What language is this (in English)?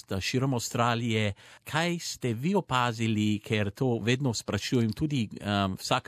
Slovenian